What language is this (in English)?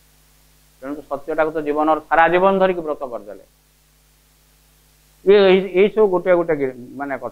Odia